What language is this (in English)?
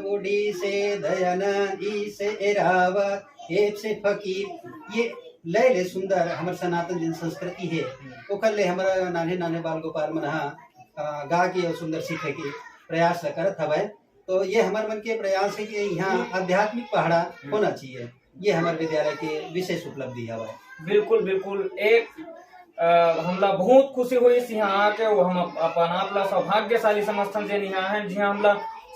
Chhattisgarhi